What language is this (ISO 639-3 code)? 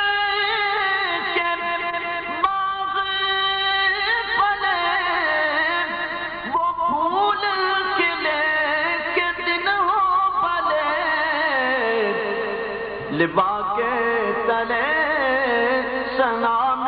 urd